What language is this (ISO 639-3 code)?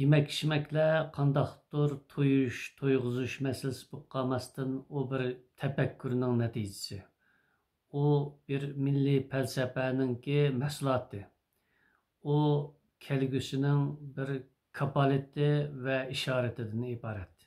uig